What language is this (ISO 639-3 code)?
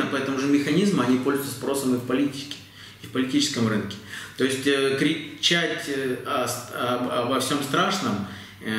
rus